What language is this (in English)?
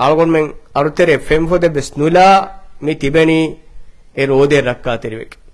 Divehi